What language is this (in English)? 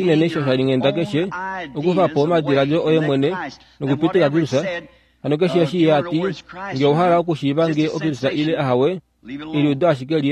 Kuanyama